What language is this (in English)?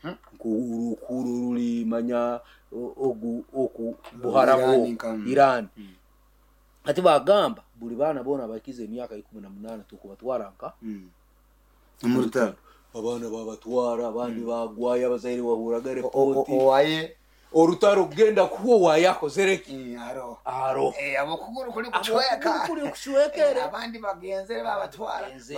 Nyoro